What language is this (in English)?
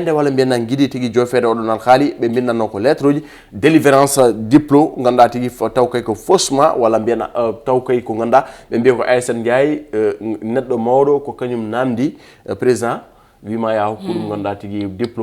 Fula